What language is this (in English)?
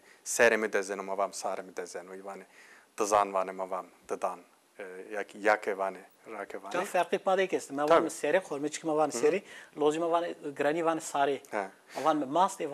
Zaza